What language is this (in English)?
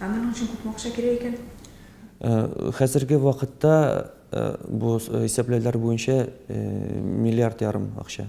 Tatar